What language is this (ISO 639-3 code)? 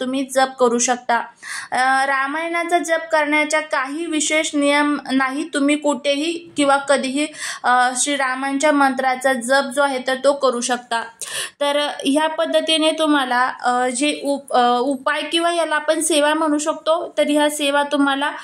mar